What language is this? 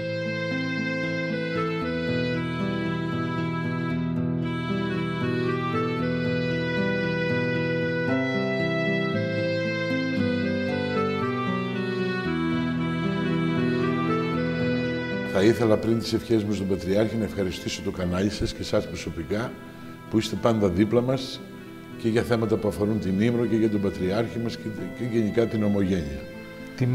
Greek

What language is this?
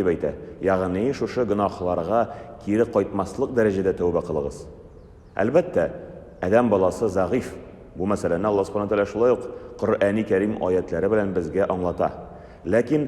Tatar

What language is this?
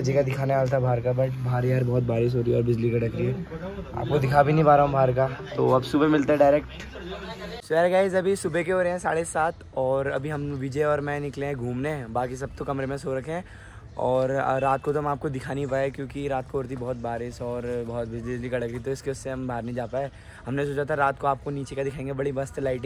Hindi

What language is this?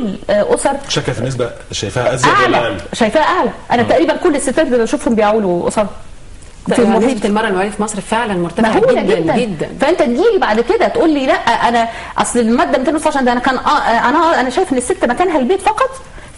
Egyptian Arabic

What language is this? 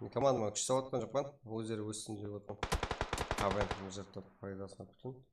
Kara-Kalpak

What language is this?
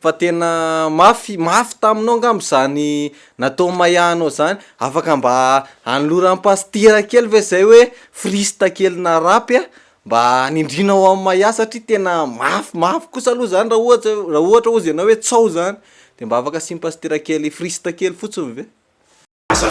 Malagasy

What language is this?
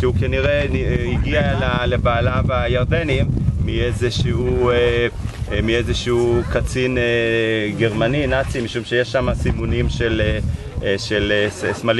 Hebrew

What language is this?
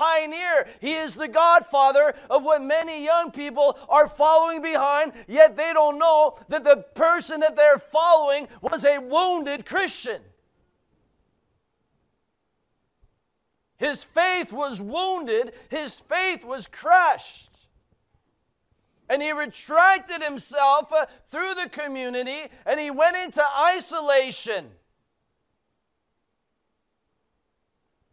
English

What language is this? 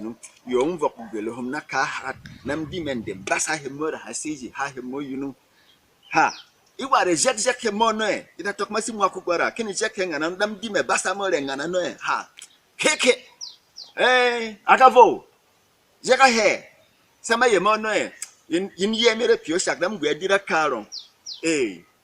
Berom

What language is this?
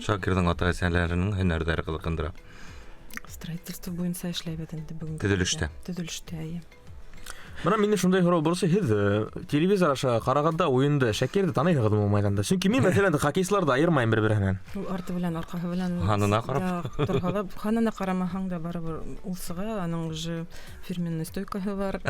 Bashkir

